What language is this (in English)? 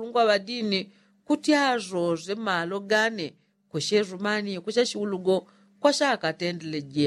Yao